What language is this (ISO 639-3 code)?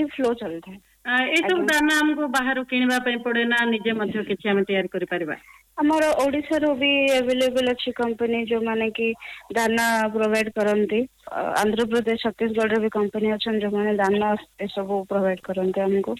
ori